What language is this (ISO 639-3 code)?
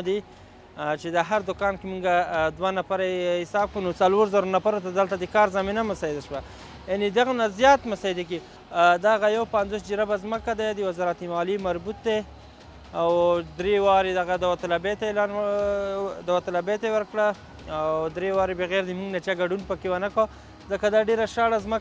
pus